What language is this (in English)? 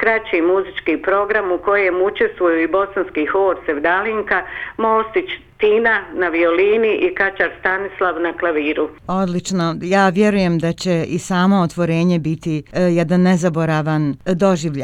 Bosnian